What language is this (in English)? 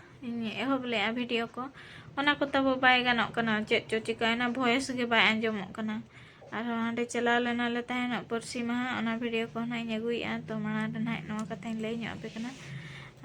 Santali